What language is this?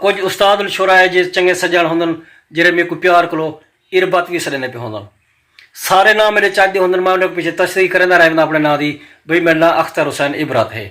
Saraiki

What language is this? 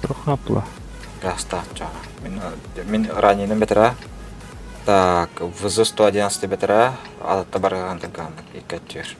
Yakut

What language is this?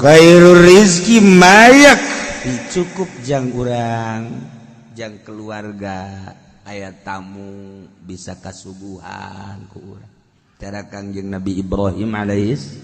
Sundanese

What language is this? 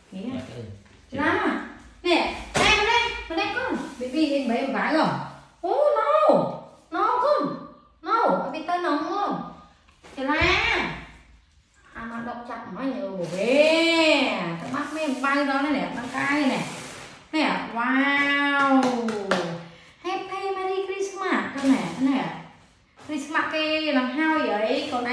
Vietnamese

